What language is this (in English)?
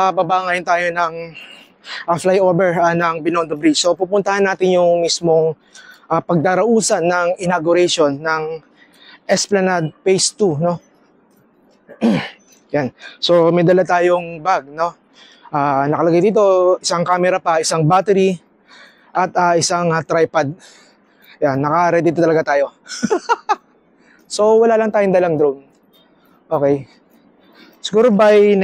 Filipino